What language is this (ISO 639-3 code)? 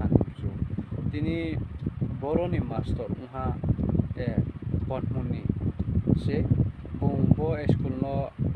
ria